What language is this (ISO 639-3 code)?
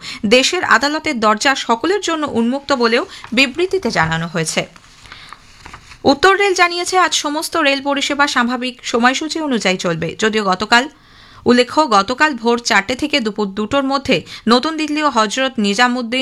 ben